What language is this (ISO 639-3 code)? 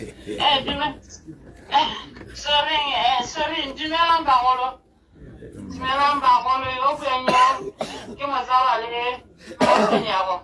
tsn